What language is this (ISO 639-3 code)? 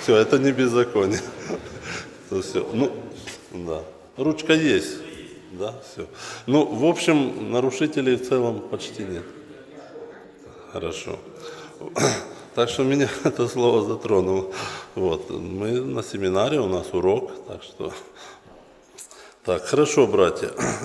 rus